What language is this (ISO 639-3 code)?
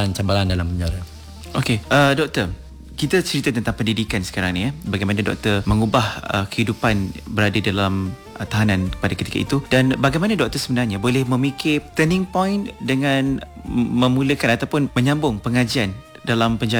msa